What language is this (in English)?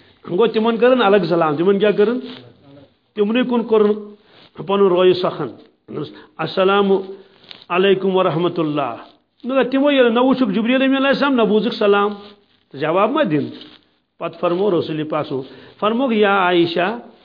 Kashmiri